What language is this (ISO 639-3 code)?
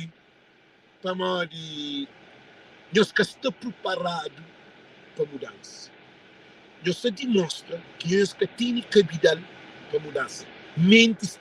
kea